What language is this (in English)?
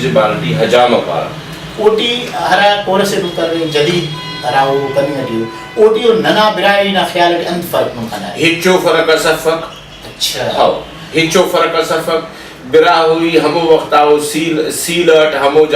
Brahui